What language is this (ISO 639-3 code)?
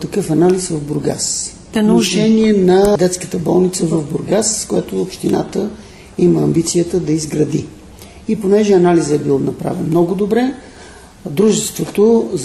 bul